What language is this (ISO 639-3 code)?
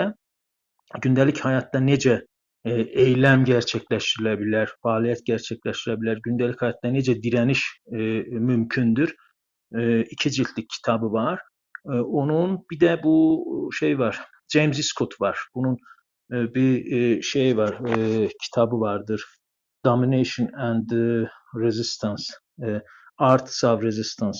azb